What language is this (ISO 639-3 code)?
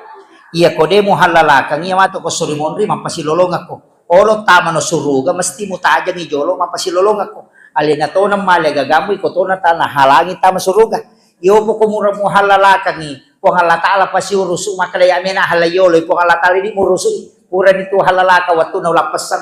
bug